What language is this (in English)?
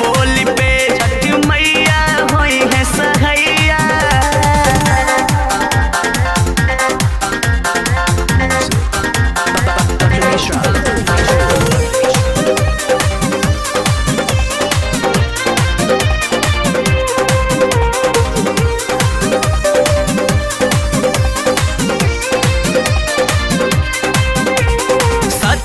Bhojpuri